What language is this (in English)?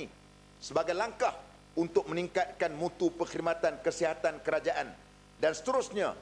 Malay